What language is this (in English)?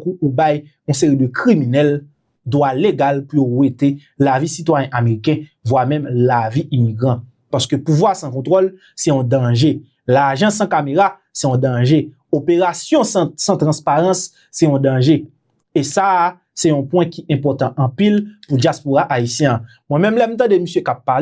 Haitian Creole